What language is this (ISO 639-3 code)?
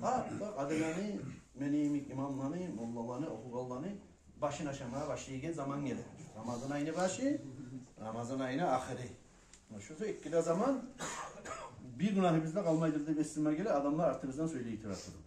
kum